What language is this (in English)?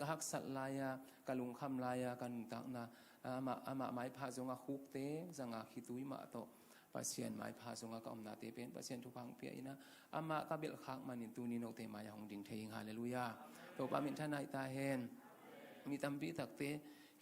Tedim Chin